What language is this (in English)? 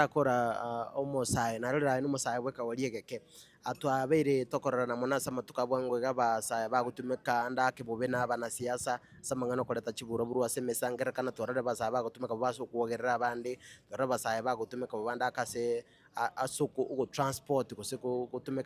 Gusii